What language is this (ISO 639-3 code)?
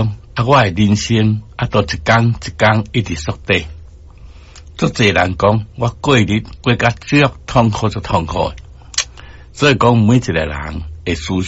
nan